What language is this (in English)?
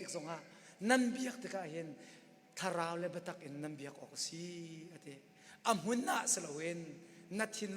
Hakha Chin